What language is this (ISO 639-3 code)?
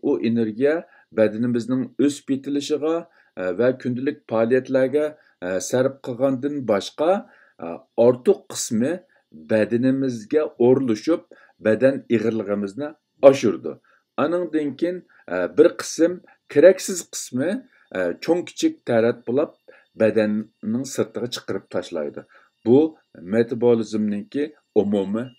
uig